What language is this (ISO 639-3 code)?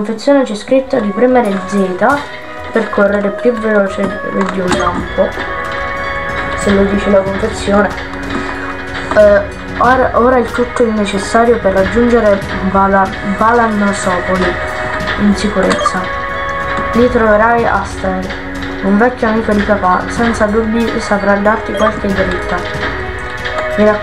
ita